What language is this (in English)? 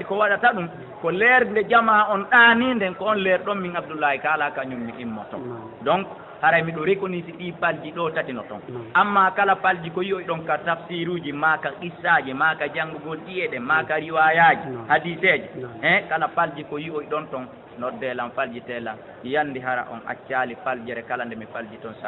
Fula